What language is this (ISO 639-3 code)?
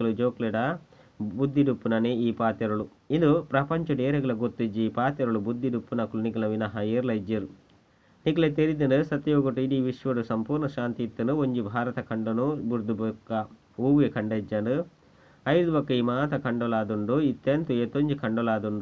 tcy